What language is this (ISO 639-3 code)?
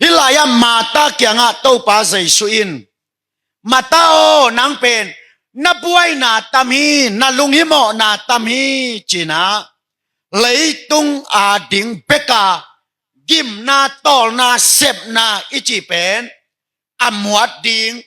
ctd